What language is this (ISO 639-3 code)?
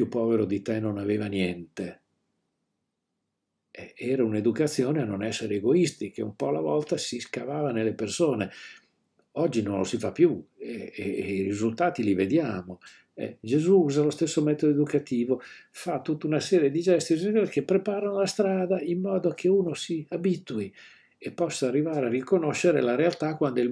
ita